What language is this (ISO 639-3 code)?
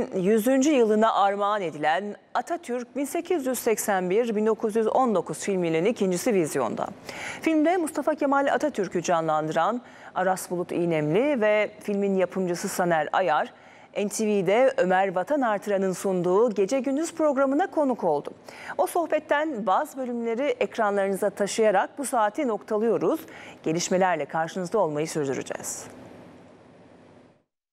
tur